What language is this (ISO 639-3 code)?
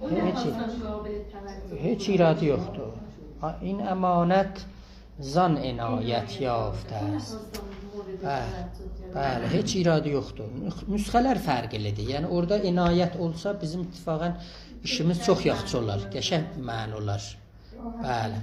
azb